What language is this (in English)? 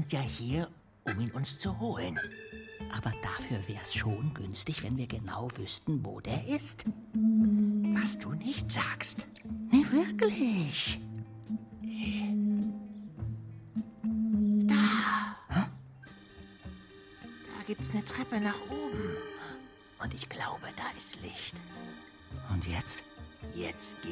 German